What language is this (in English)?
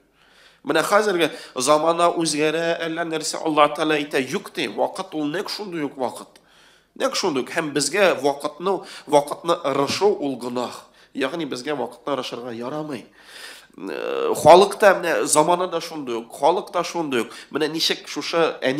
Tatar